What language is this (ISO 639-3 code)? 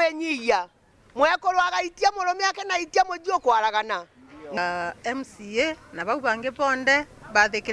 mer